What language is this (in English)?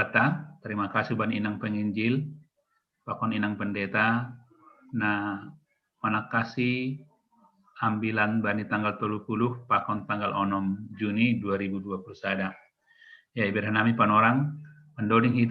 Batak Simalungun